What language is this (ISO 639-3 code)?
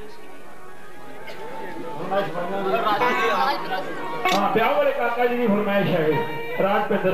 pan